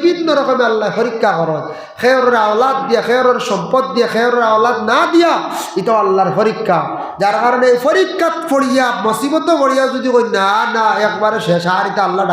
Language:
Sylheti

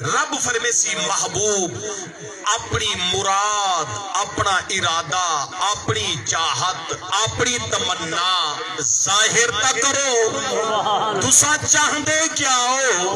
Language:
Saraiki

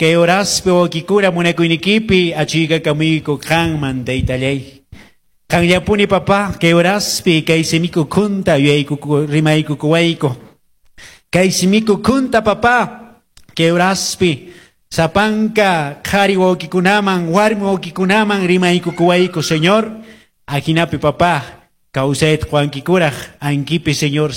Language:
Quechua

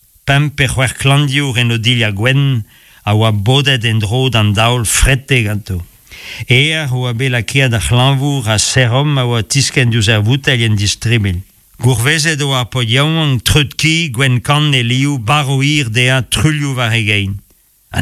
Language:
Breton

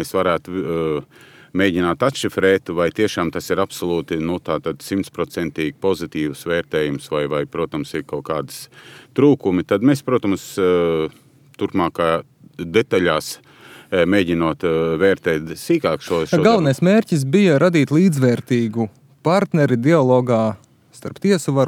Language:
Latvian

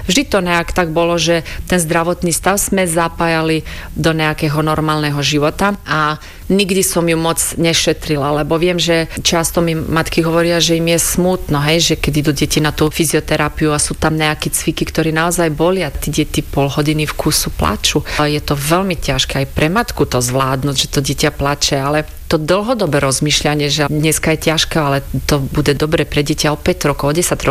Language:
Slovak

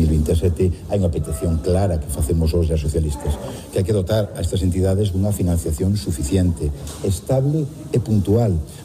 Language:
Galician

